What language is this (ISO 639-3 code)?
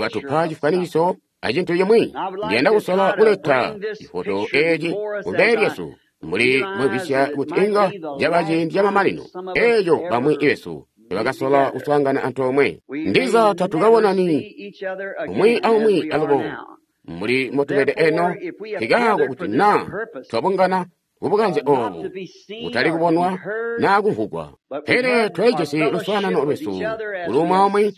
toi